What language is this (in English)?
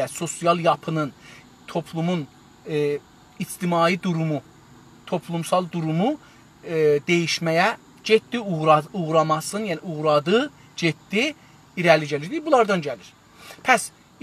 South Azerbaijani